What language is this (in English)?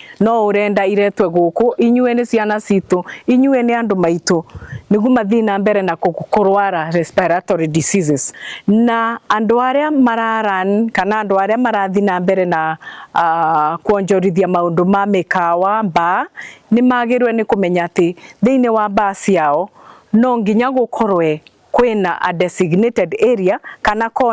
Kikuyu